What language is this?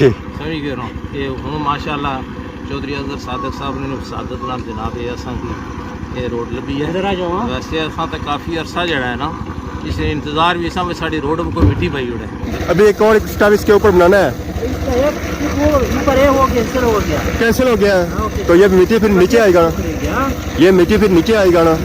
Pahari-Potwari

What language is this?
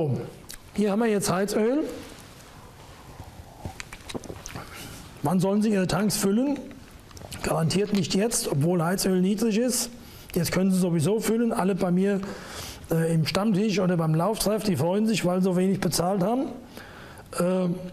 German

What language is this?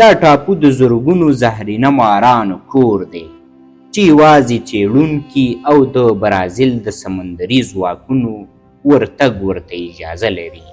Pashto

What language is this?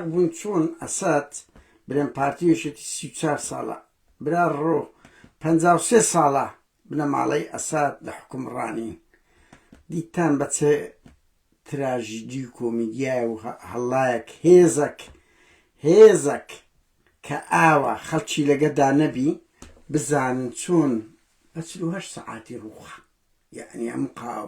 Central Kurdish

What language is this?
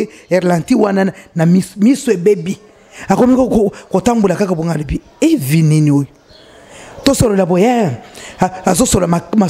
Lingala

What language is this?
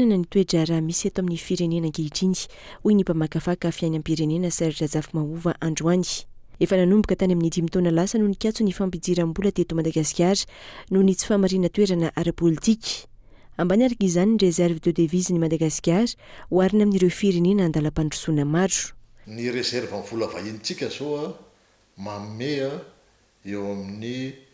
Malagasy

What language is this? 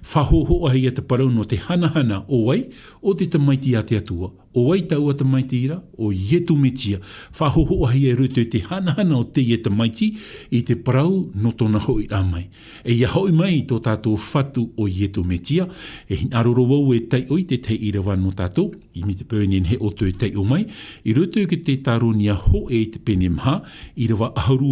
Tahitian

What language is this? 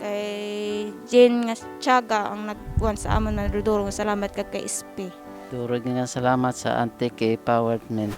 Kinaray-a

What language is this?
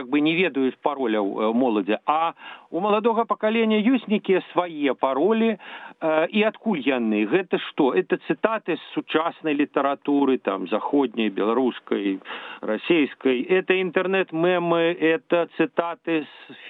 Belarusian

